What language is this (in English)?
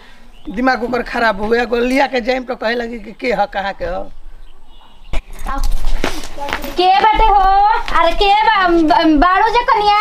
Bhojpuri